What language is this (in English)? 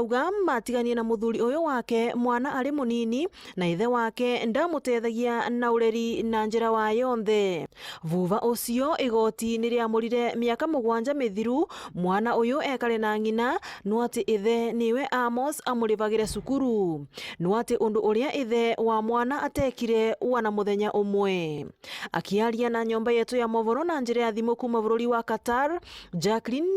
Meru